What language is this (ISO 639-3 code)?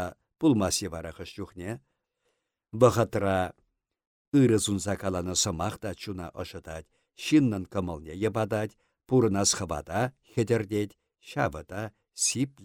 chv